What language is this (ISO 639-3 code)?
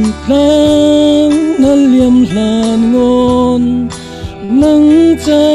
cfm